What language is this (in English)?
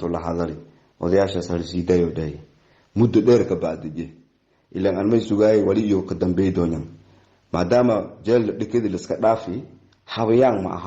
Somali